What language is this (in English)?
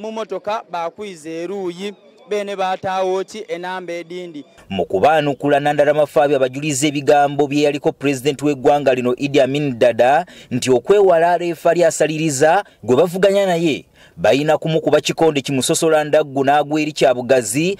Ganda